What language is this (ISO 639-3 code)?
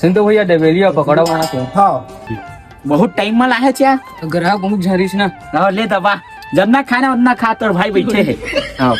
hne